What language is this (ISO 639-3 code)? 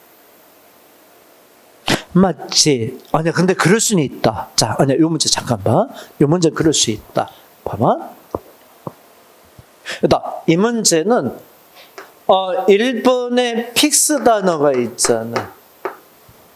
kor